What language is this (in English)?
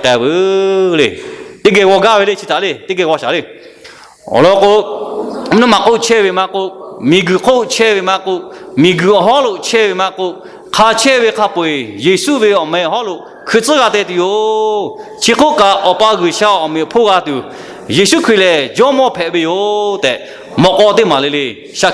Lahu